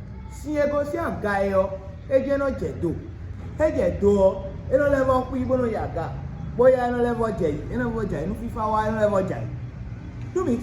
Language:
Fon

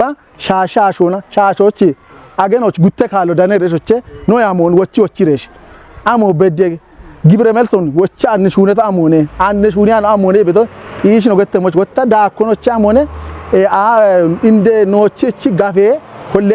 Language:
Kafa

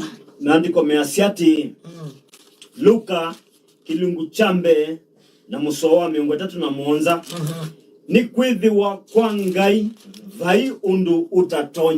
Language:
Kamba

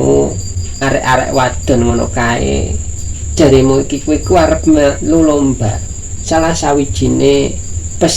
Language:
Javanese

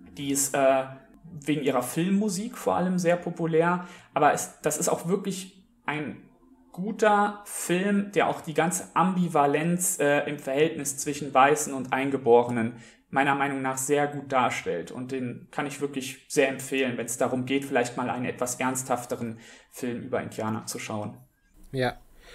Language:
German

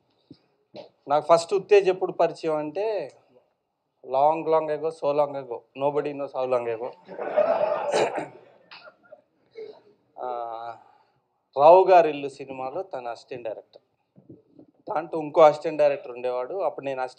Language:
Telugu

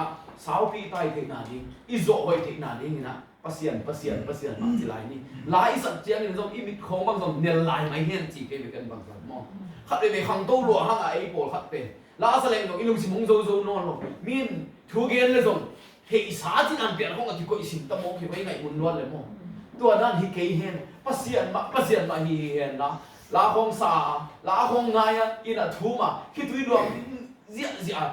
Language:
Tedim Chin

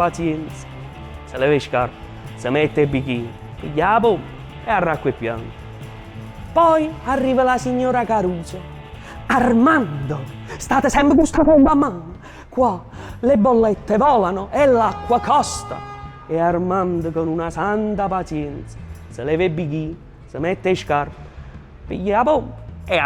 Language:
Neapolitan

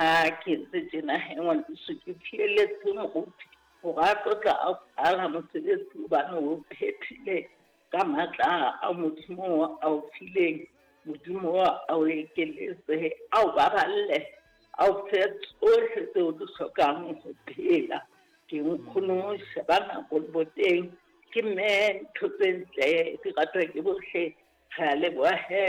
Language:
Southern Sotho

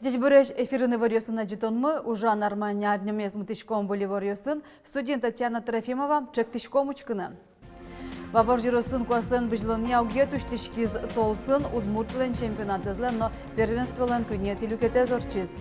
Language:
Udmurt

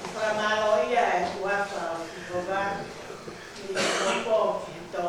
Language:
Tongan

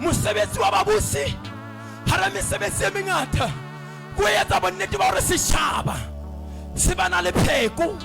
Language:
Southern Sotho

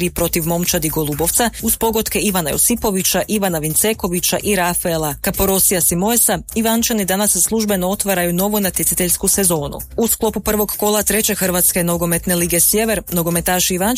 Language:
Croatian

